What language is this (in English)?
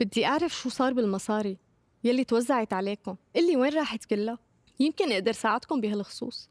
North Levantine Arabic